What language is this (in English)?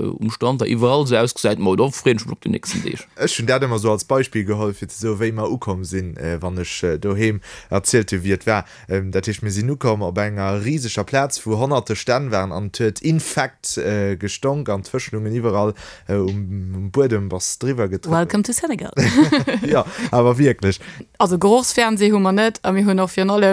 Luxembourgish